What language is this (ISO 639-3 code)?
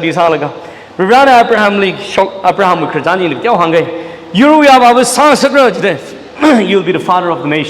nmf